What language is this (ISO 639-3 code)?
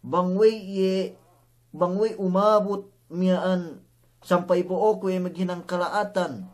yka